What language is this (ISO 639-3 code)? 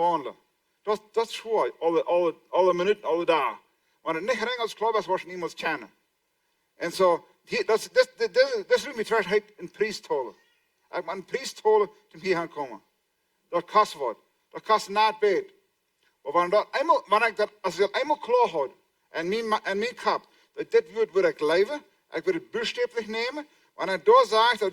pdt